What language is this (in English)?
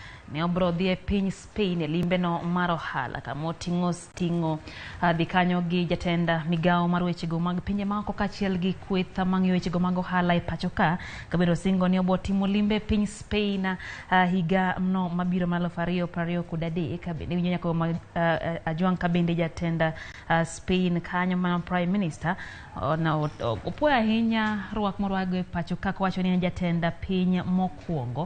Luo (Kenya and Tanzania)